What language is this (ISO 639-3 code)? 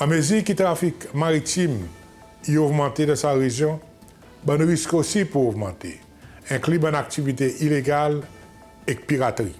crs